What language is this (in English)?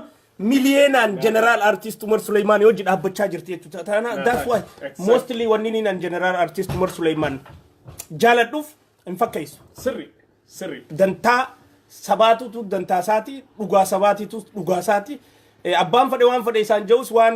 Oromo